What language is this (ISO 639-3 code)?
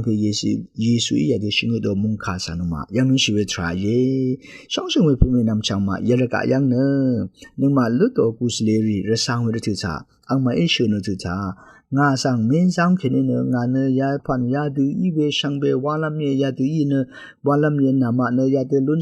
raw